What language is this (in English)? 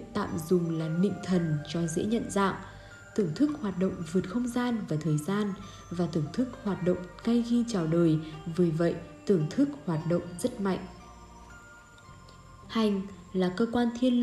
Vietnamese